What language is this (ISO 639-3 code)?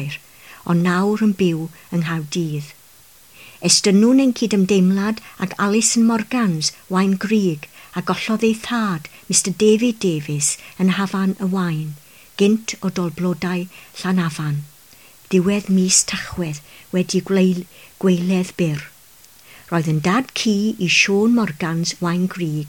cym